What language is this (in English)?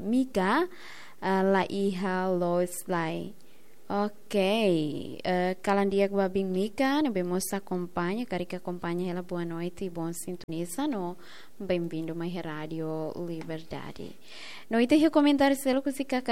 Tetum